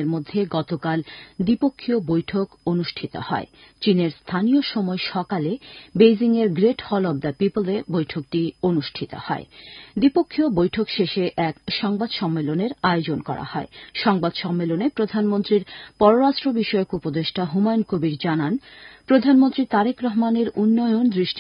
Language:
Bangla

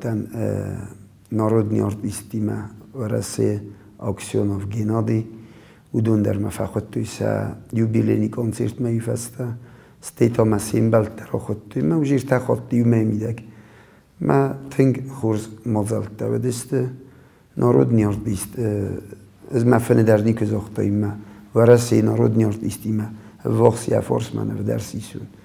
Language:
Ossetic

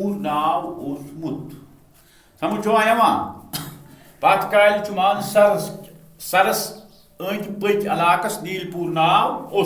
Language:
Kashmiri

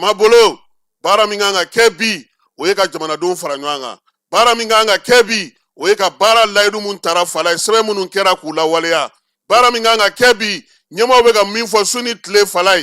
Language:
Bambara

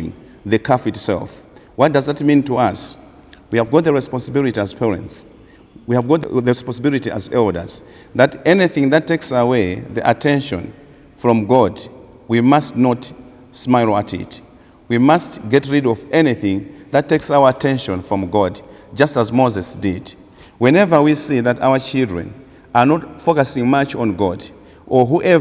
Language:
English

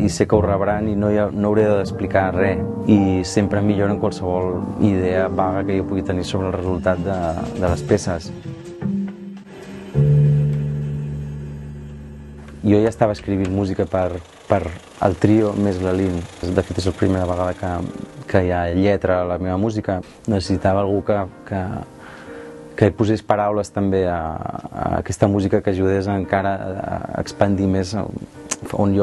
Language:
Catalan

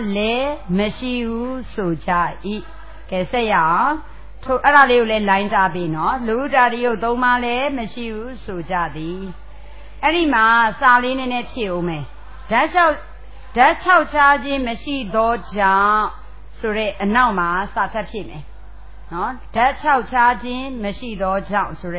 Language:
Burmese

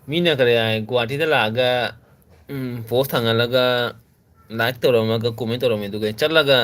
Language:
Manipuri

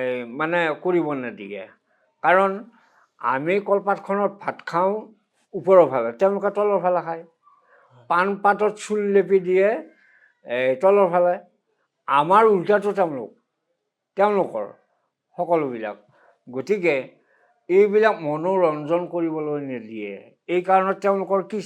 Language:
Assamese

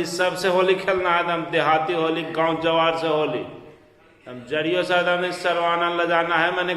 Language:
Magahi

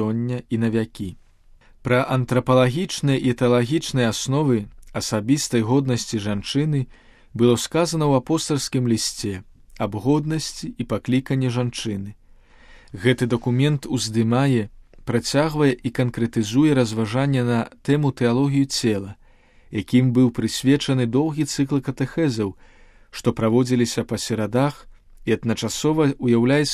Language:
Belarusian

